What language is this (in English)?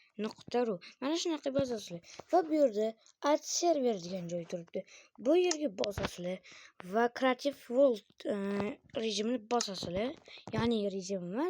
Uzbek